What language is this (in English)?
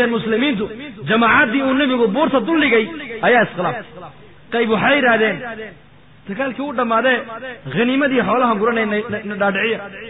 Somali